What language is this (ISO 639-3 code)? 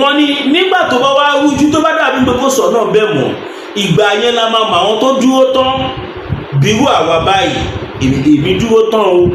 yor